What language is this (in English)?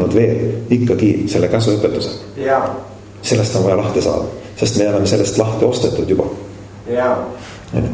Estonian